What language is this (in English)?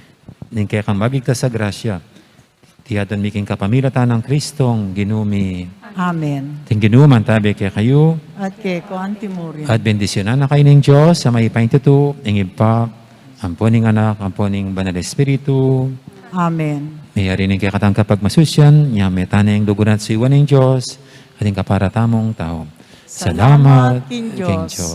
Pampanga